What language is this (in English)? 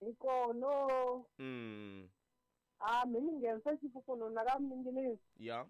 Tsonga